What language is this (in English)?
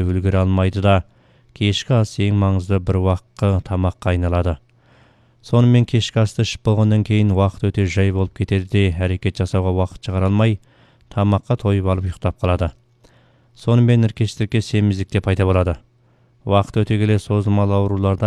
Kazakh